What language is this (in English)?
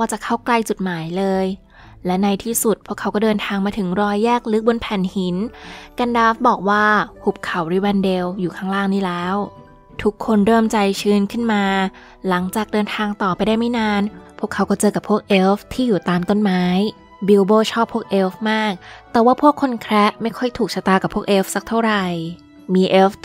Thai